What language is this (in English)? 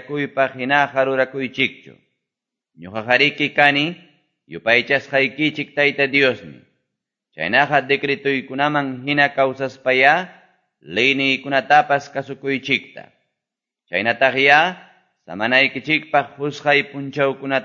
Quechua